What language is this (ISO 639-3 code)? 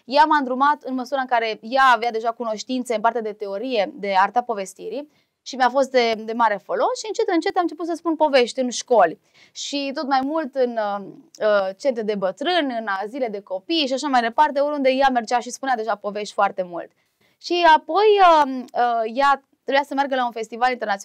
ron